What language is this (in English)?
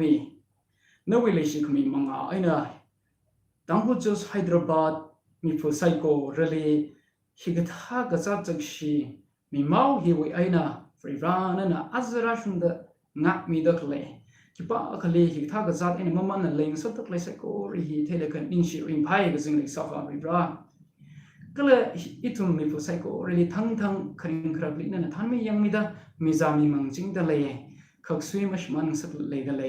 Tangkhul Naga (India)